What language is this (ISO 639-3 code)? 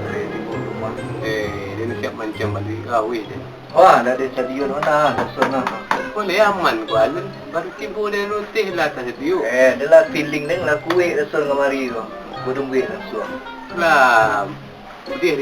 min